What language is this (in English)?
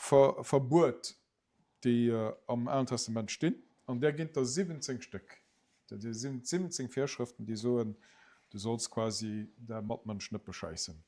Luxembourgish